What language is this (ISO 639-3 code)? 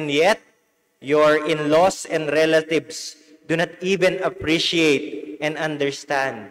pam